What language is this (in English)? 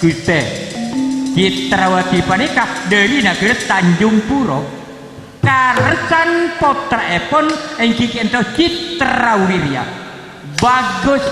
Madurese